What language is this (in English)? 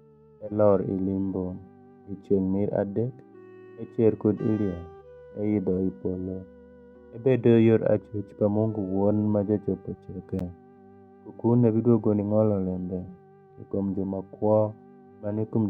Alur